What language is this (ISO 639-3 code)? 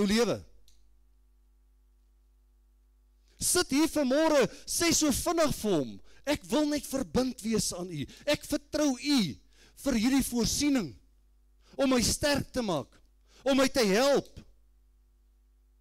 afr